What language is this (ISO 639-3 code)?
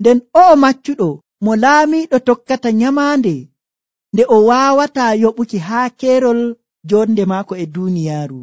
fuv